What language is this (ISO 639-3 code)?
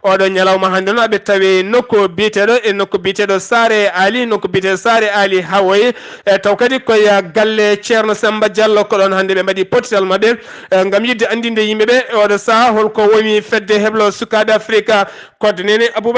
ful